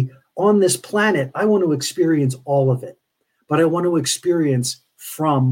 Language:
English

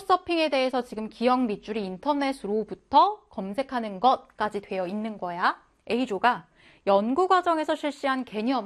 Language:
Korean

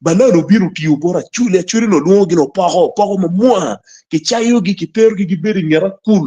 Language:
Acoli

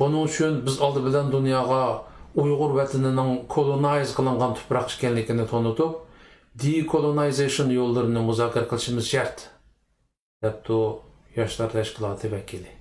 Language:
Uyghur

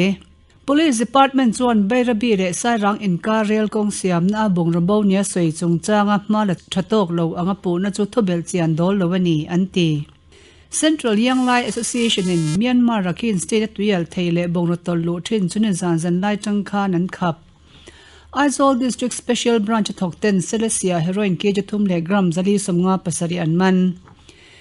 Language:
Mizo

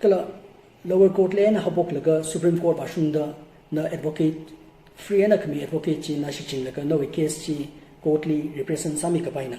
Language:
Tangkhul Naga (India)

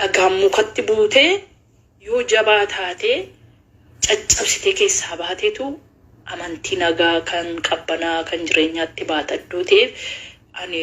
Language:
Oromo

